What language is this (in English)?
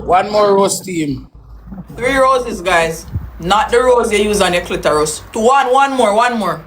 Jamaican Creole English